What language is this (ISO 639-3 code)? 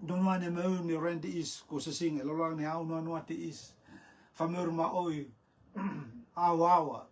rtm